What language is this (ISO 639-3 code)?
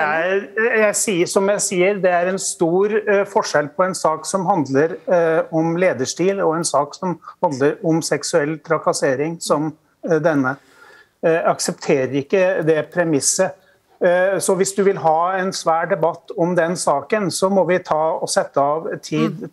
nor